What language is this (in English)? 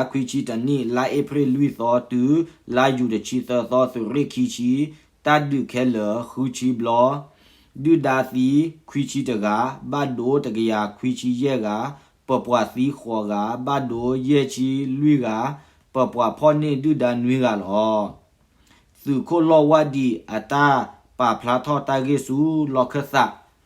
S'gaw Karen